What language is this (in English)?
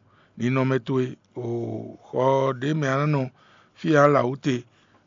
Fon